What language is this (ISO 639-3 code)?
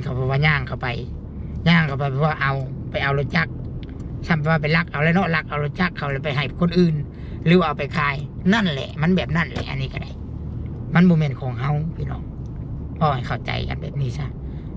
lao